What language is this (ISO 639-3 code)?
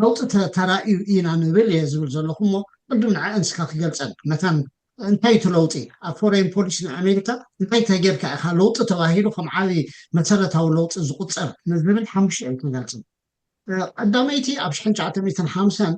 tir